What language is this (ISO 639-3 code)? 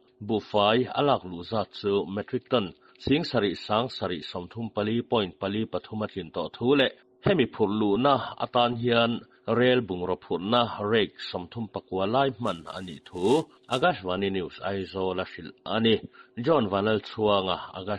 lus